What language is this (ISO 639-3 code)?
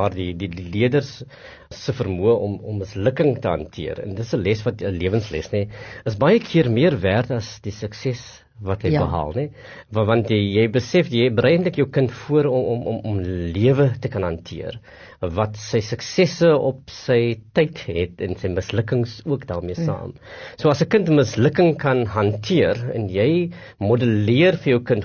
afr